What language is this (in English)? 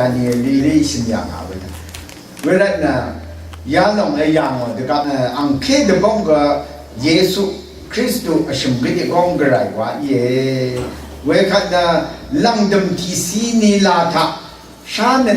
Rawang